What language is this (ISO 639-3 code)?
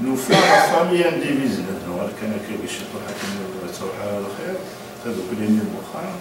kab